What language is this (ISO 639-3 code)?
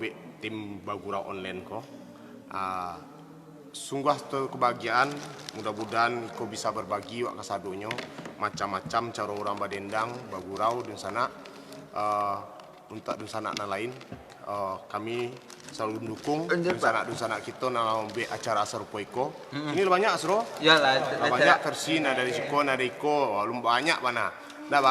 min